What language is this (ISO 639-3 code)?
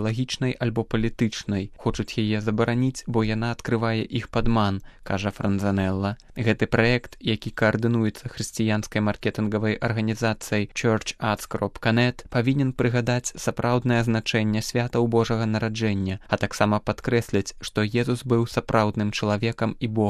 bel